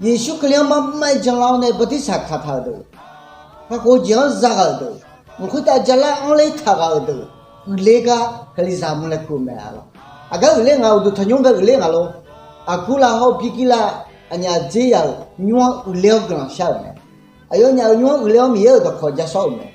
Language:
Akha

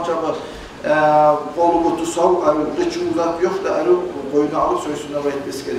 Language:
Kumyk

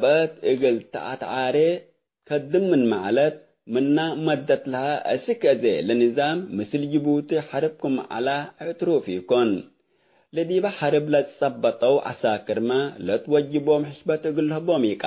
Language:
Tigre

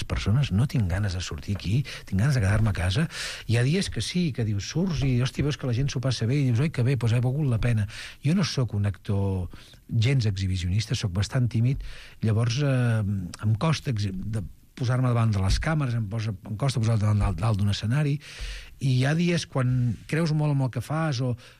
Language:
Catalan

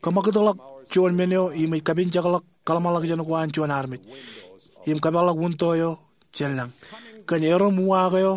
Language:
Marshallese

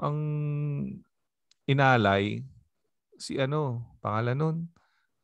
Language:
Filipino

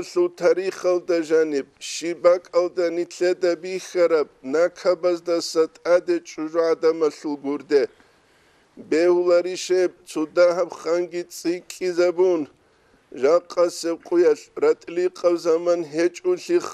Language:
Avaric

